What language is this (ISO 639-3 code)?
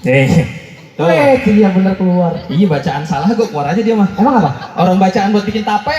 bew